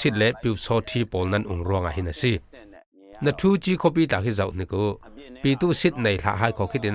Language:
Falam Chin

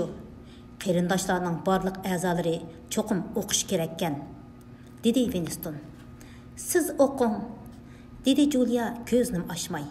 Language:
Uyghur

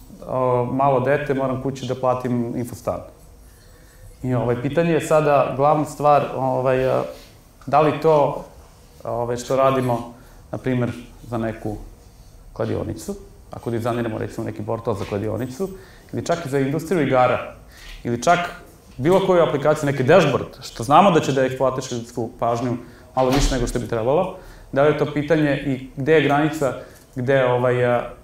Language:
Serbian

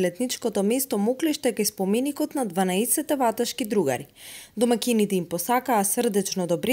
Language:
Macedonian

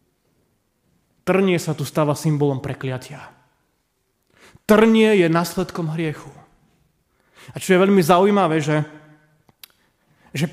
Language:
Slovak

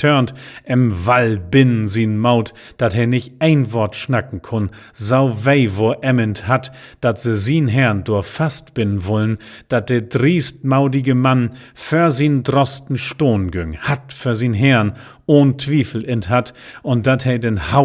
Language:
Low German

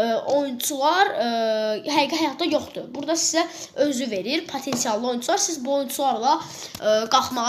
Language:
Azerbaijani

